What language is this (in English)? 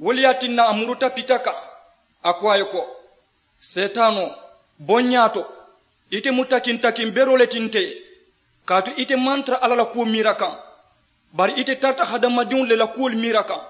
Mandingo